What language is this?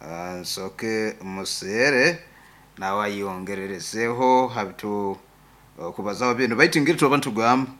Nyoro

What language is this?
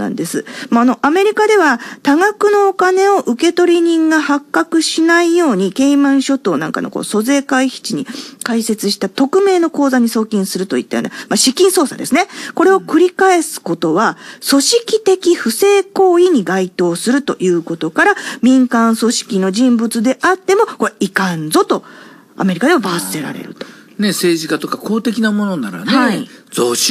Japanese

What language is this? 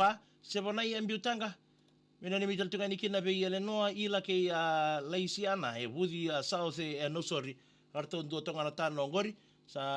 Fijian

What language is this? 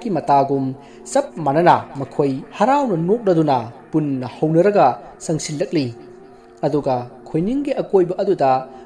Manipuri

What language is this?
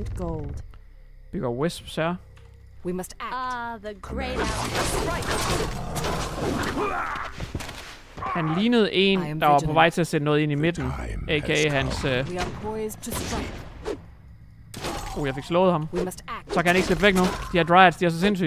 Danish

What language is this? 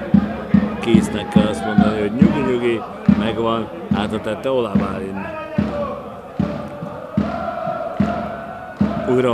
Hungarian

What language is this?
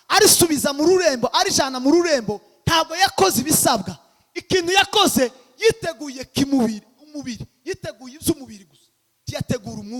Kinyarwanda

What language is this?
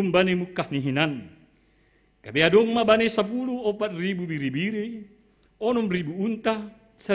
Batak Simalungun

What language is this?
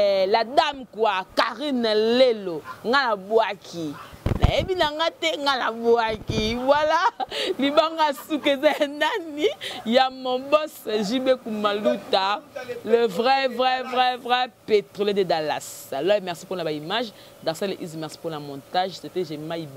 Lingala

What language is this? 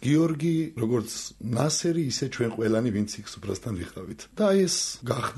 Georgian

